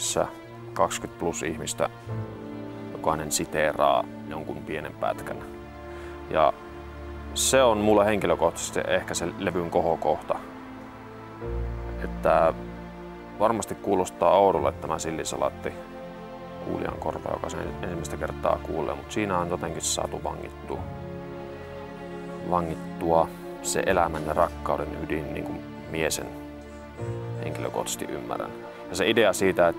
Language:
Finnish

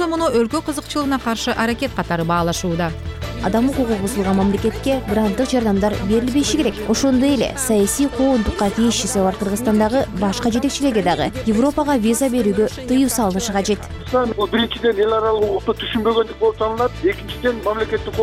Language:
Kyrgyz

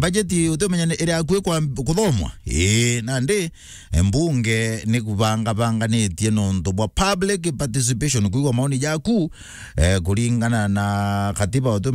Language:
Meru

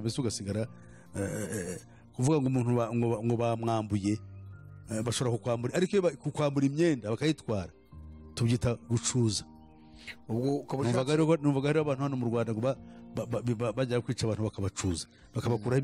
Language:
Kinyarwanda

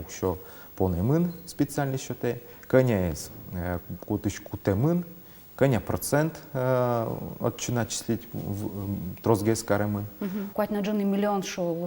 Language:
Udmurt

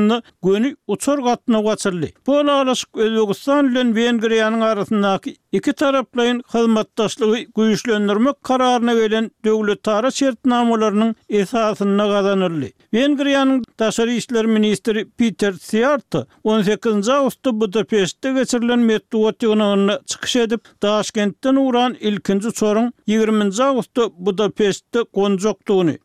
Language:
Turkmen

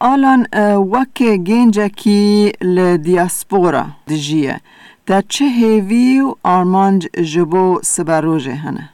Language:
Kurdish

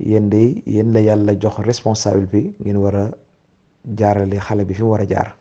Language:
Wolof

